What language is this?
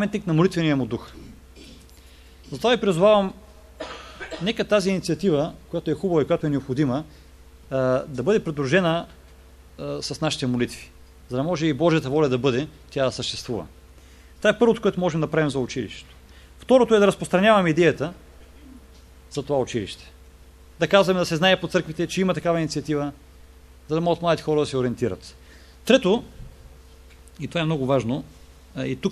Bulgarian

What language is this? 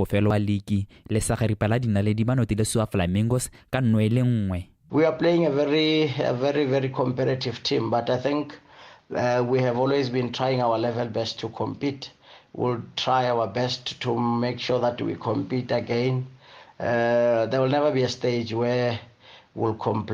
Tswana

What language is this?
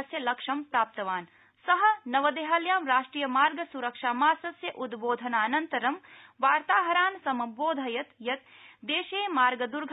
Sanskrit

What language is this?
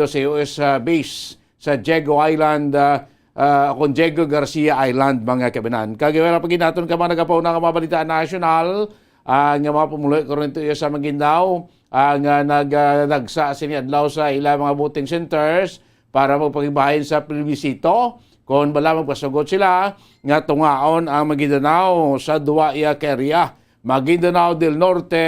Hiligaynon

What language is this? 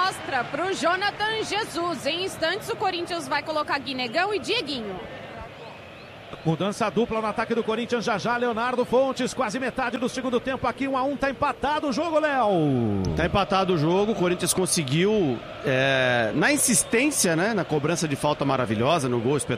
Portuguese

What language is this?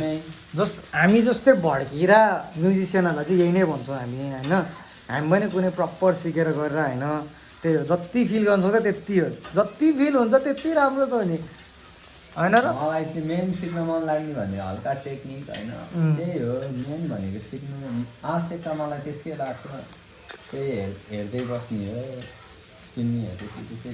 Nepali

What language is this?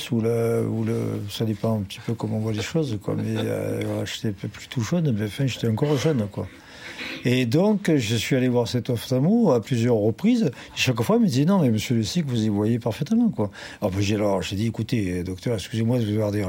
French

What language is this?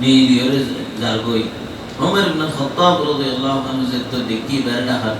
Rohingya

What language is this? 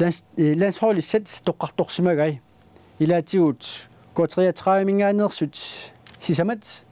Kalaallisut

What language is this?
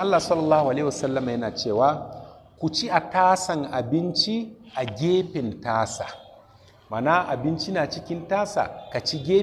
Hausa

